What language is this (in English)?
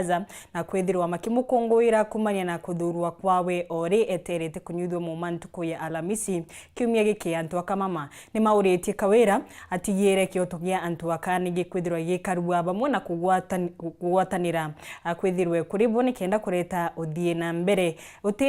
Meru